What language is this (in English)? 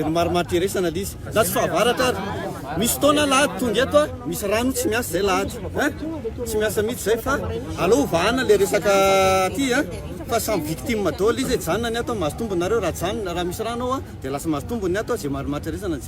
Malagasy